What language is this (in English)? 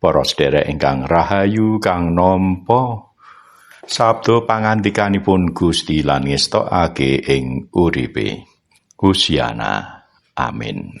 Javanese